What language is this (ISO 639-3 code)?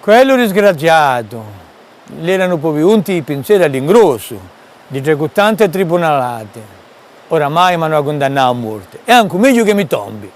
cos